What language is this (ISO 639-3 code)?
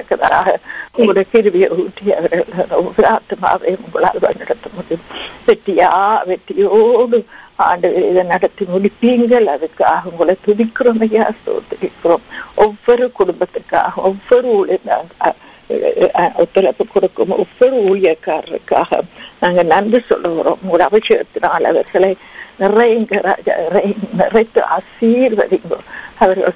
tam